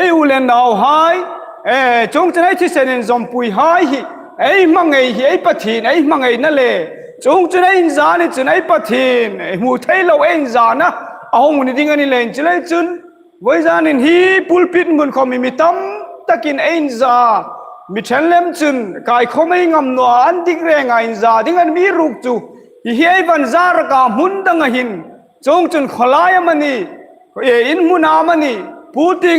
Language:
Hmar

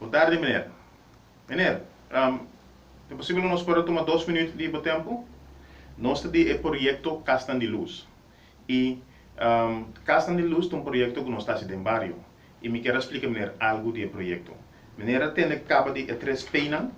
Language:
Papiamento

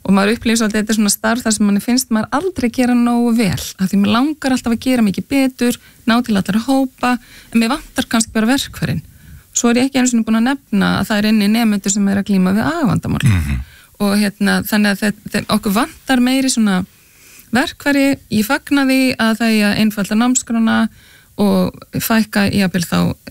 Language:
Icelandic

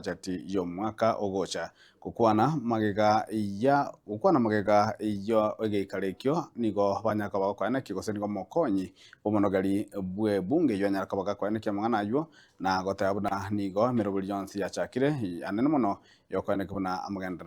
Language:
Gusii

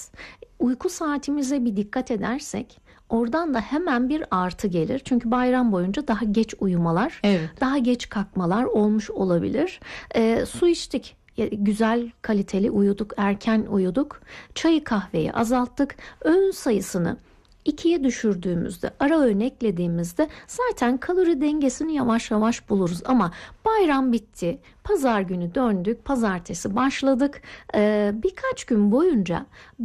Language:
Turkish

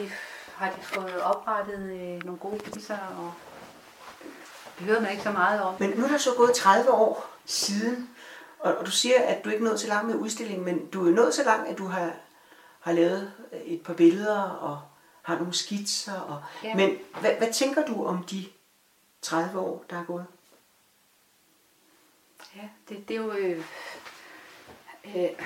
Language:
Danish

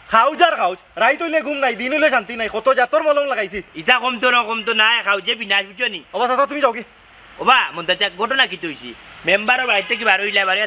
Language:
Sylheti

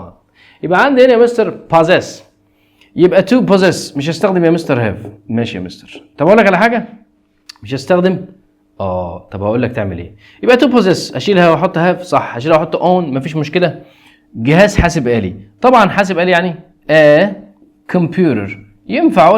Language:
Egyptian Arabic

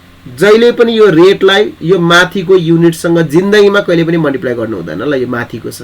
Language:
Nepali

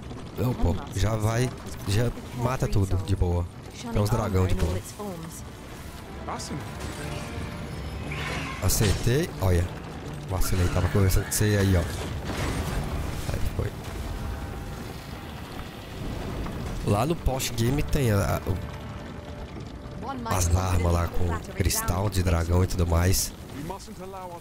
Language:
Portuguese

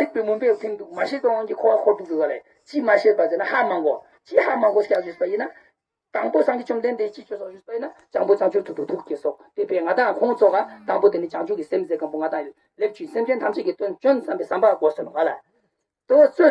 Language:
Ladakhi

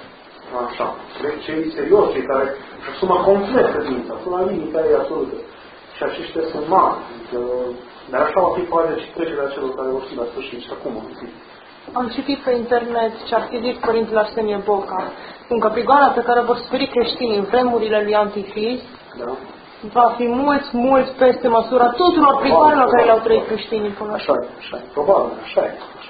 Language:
Romanian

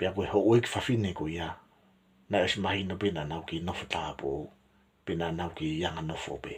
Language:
Tongan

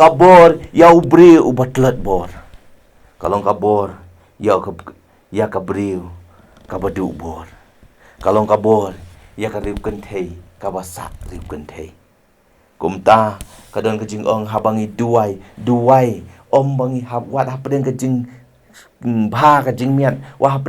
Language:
Khasi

